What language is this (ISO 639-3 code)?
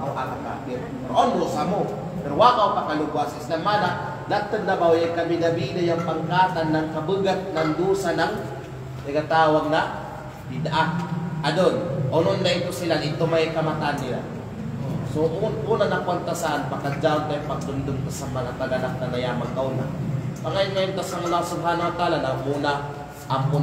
kqe